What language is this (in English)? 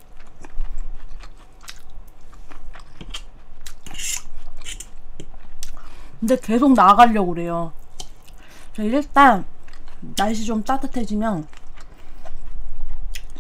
Korean